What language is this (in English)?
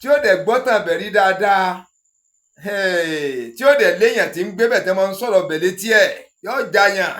Yoruba